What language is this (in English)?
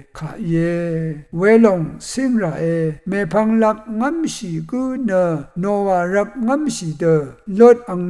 Rawang